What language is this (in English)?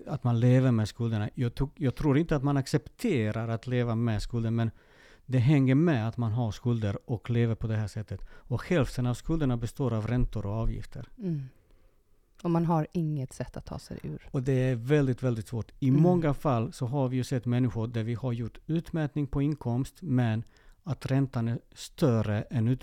Swedish